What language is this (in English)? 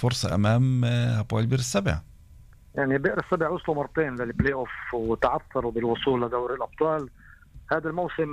North Levantine Arabic